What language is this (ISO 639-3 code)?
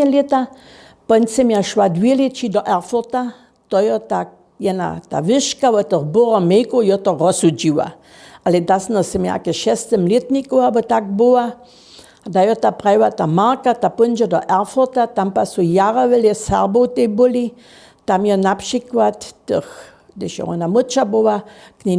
hsb